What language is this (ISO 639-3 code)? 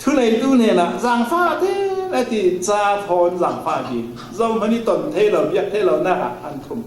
cfm